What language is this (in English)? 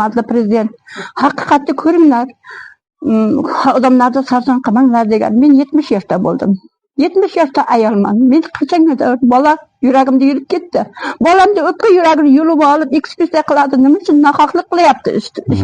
Uzbek